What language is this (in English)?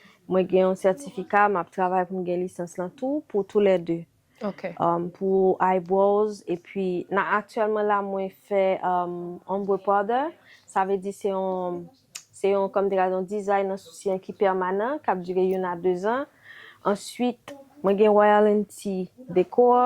Haitian Creole